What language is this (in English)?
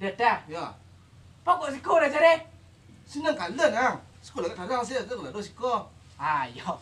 Minangkabau